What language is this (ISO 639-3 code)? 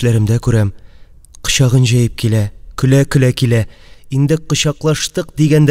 tat